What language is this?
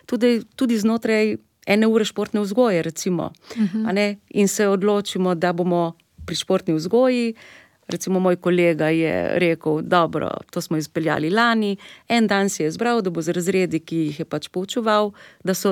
Slovenian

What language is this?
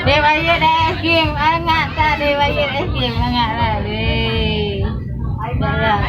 Achinese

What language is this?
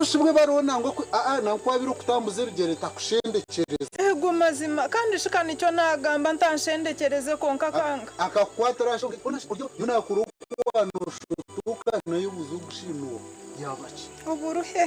Nyankole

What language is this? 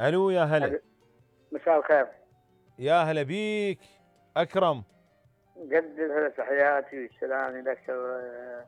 Mesopotamian Arabic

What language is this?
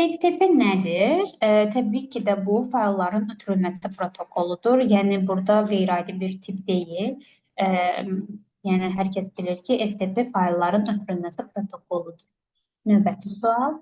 Azerbaijani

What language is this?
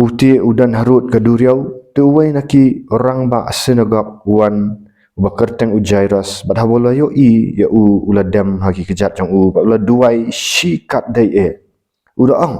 Khasi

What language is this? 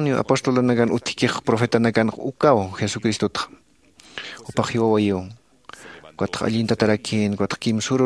Aymara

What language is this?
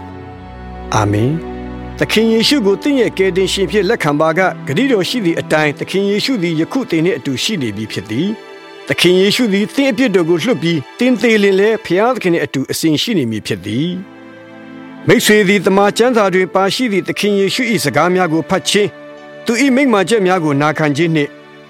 Burmese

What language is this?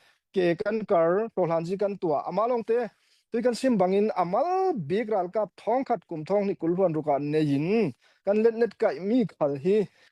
Falam Chin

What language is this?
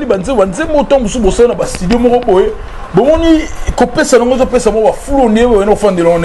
Lingala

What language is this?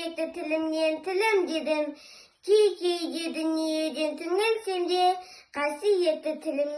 Kazakh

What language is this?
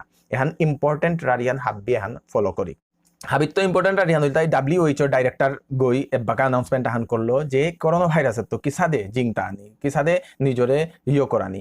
Bishnupriya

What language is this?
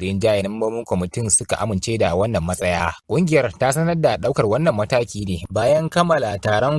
Hausa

